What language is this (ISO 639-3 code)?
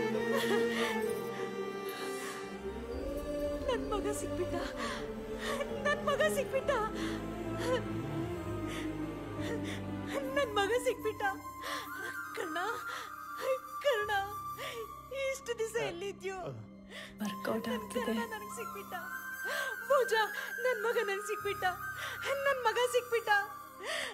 kan